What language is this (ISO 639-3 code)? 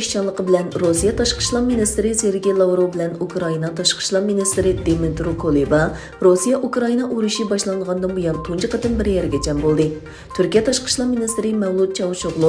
uig